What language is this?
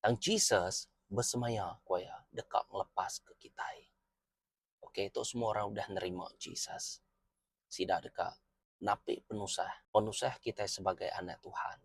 Iban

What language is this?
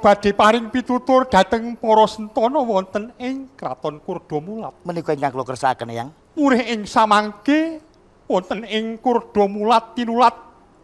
Javanese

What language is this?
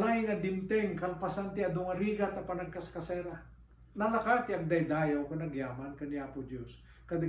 Iloko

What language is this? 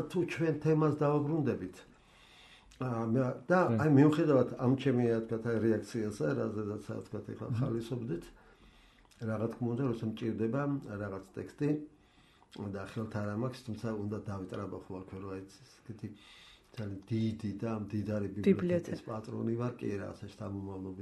Georgian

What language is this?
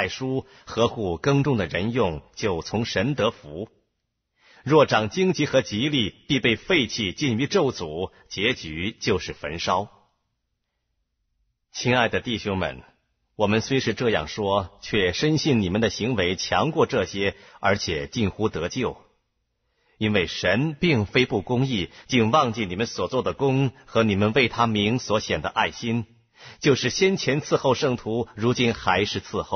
Chinese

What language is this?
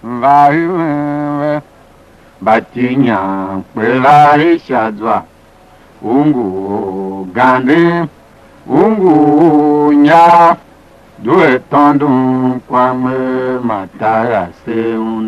Tiv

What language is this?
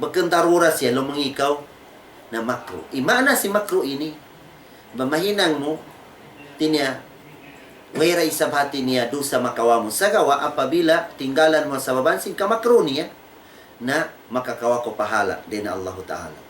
Tausug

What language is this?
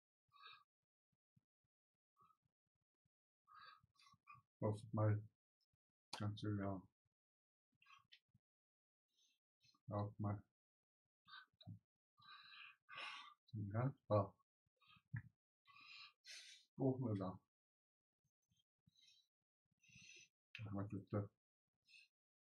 Afrikaans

